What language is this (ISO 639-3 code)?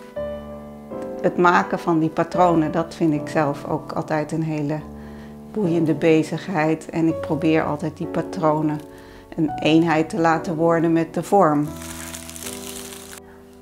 nld